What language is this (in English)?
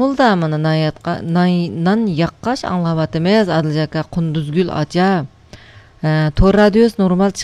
Uyghur